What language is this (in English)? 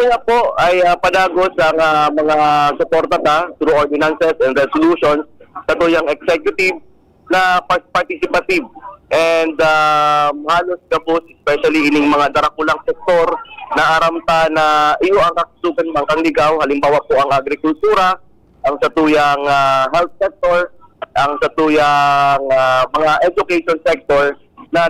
Bikol